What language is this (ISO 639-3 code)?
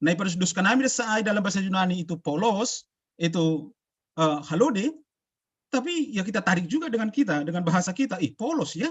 bts